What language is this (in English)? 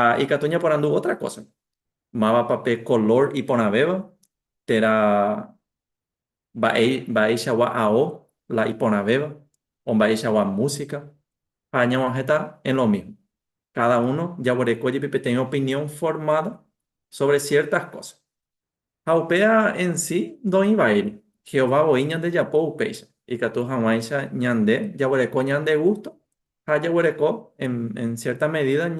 Guarani